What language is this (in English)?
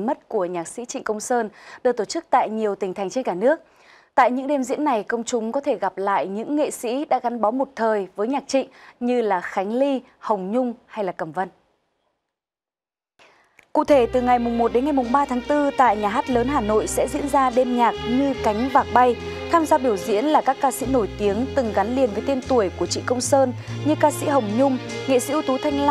Vietnamese